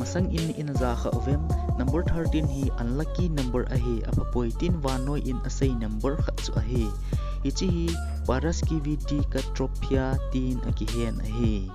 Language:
Thado Chin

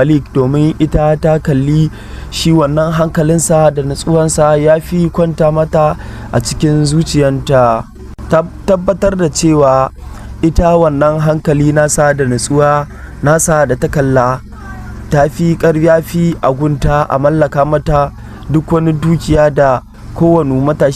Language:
Hausa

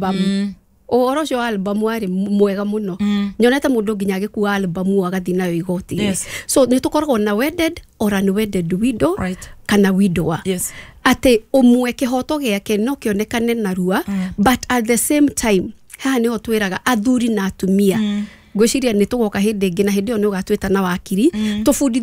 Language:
Kikuyu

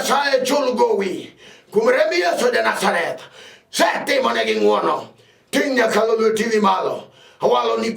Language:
Luo (Kenya and Tanzania)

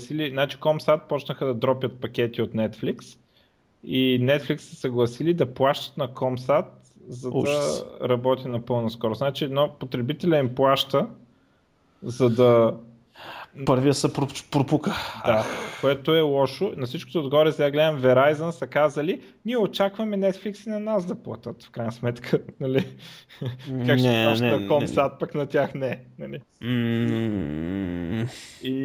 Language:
Bulgarian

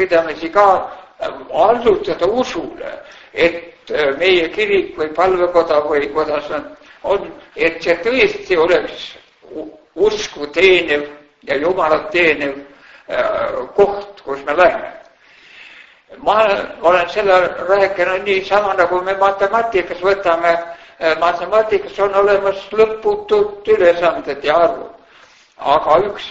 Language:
Estonian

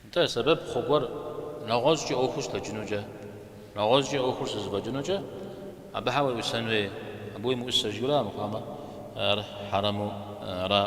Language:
Kabardian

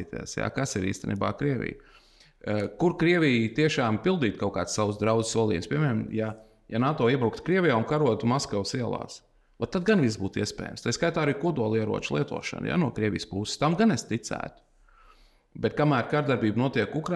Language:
Latvian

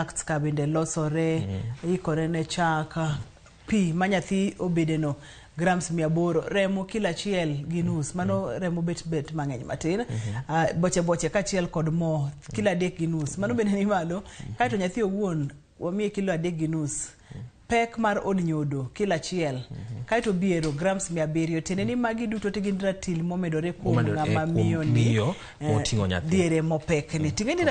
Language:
Luo (Kenya and Tanzania)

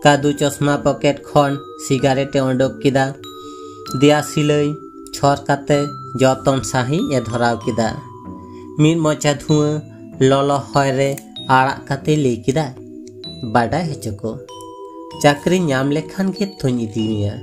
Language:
Santali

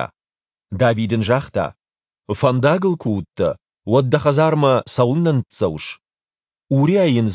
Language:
Ossetic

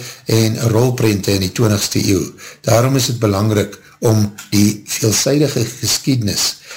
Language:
Afrikaans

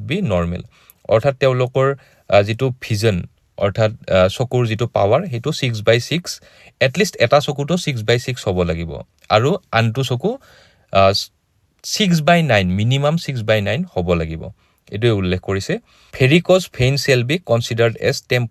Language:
Assamese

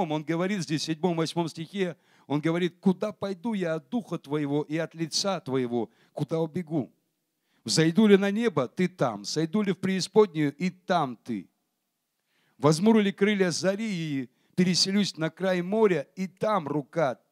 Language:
Russian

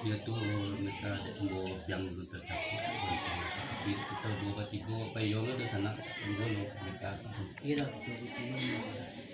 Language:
Minangkabau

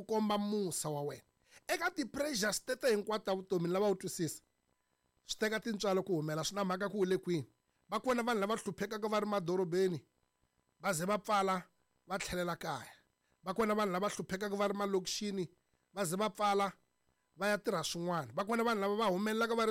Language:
Tsonga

